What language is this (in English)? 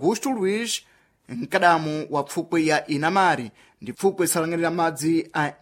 Sena